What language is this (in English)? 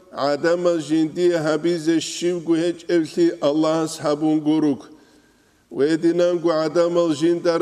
Avaric